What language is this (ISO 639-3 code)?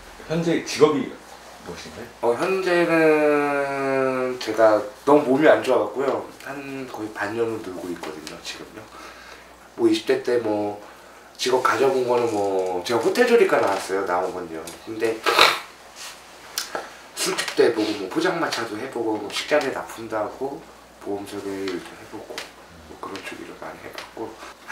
kor